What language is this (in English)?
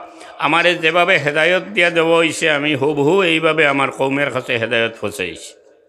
Sylheti